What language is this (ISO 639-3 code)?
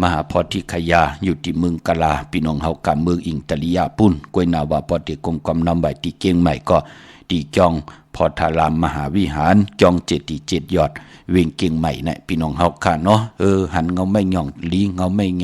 shn